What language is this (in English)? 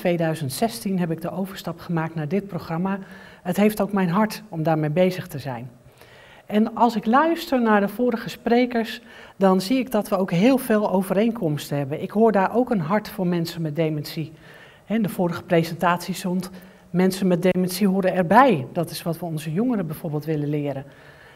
Dutch